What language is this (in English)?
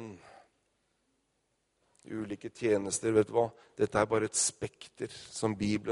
Norwegian